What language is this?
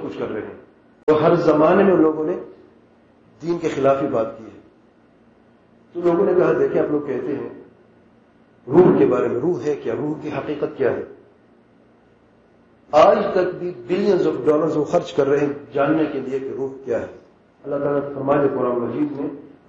Urdu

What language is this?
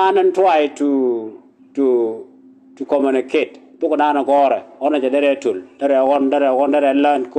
Nuer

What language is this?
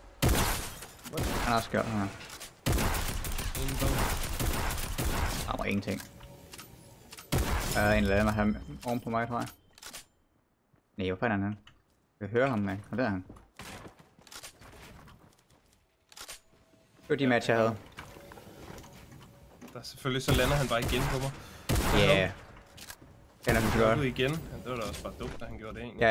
Danish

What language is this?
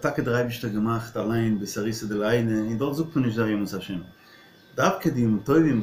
Yiddish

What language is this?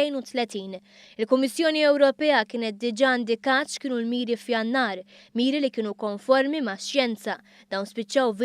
Maltese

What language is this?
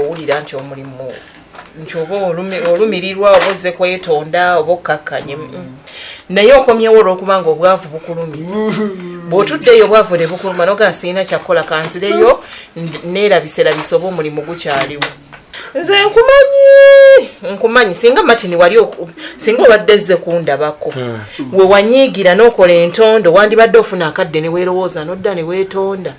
Ganda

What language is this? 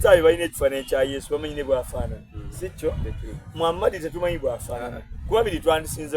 Soga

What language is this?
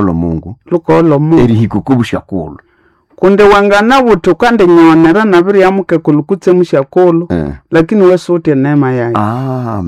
Nande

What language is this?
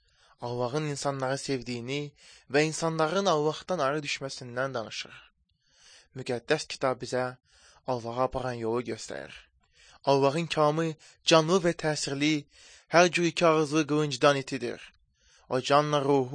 Azerbaijani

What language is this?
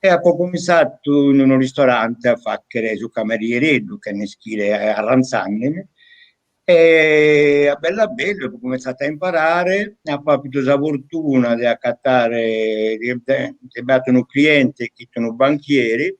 Sardinian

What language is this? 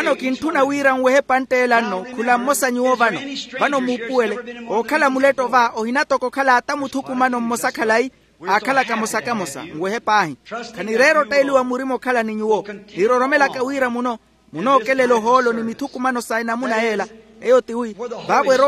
Makhuwa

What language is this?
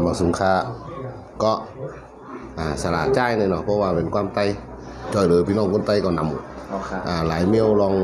Shan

